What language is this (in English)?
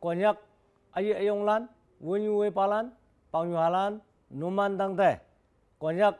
Konyak Naga